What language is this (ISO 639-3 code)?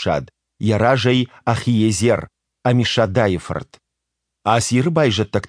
oss